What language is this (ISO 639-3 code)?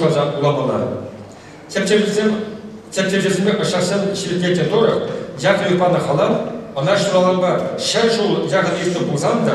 chv